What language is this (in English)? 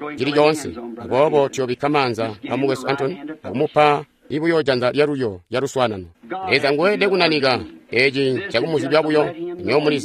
Tonga (Zambia)